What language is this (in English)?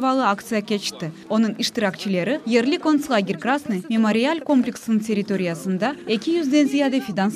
Crimean Tatar